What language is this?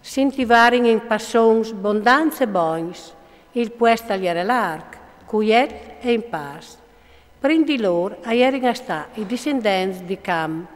Friulian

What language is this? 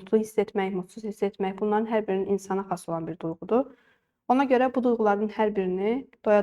Azerbaijani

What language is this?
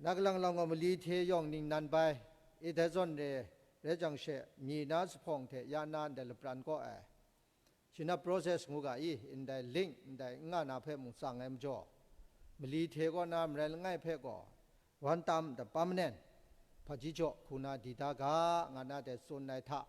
Kachin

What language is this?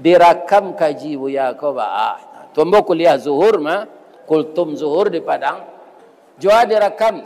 Minangkabau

